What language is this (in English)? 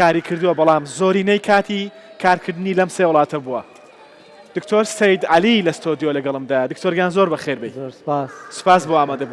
Central Kurdish